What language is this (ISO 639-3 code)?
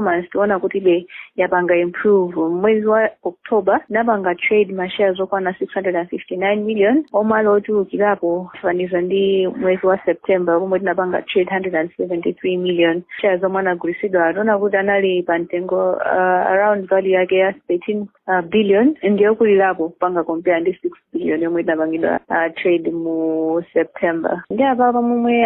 nya